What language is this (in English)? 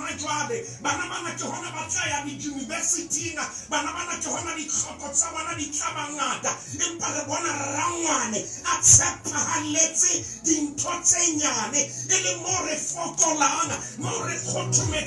Southern Sotho